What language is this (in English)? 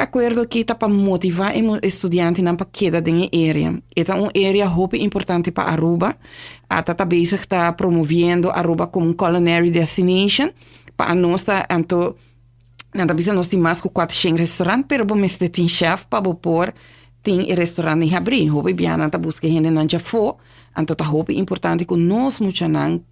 Papiamento